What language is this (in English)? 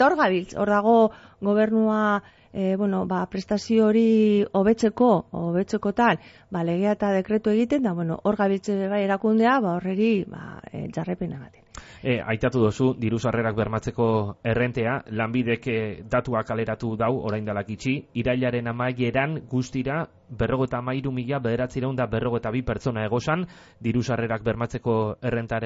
Basque